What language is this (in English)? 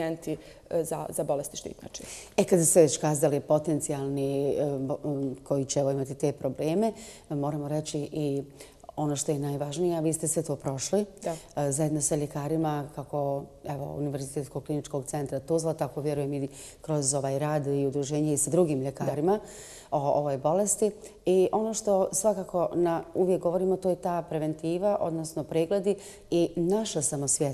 Bosnian